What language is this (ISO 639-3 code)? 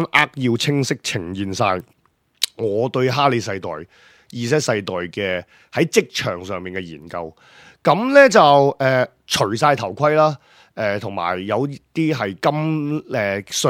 yue